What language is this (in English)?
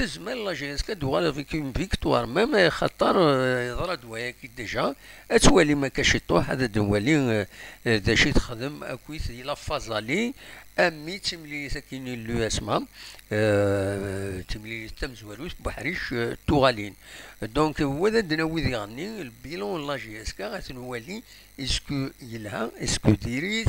Kabyle